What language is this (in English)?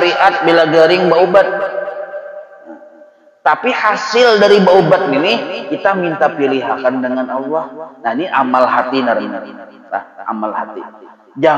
Banjar